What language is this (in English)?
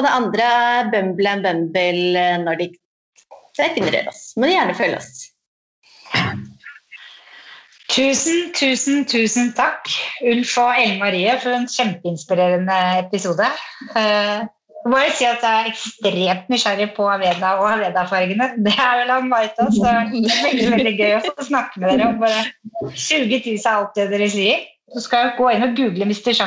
Norwegian